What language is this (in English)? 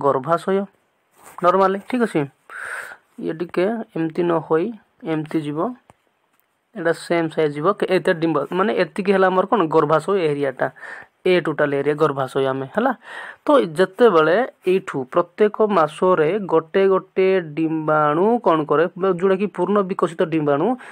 Odia